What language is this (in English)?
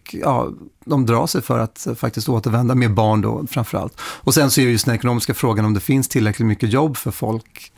Swedish